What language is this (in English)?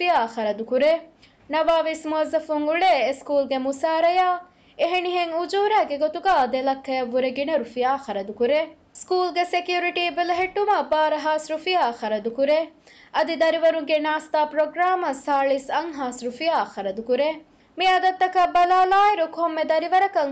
Divehi